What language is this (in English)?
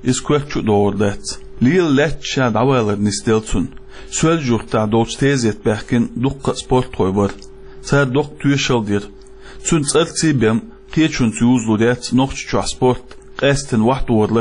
Chechen